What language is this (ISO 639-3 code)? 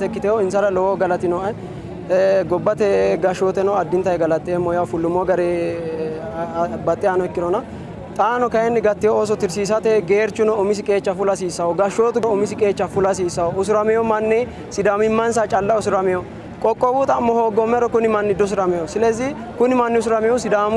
sid